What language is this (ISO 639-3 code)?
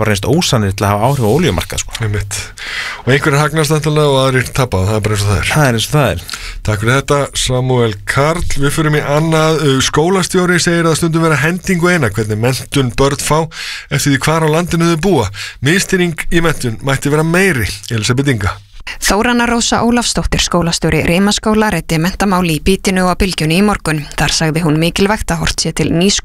isl